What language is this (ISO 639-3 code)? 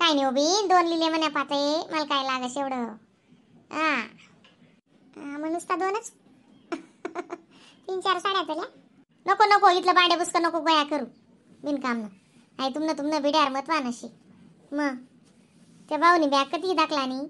khn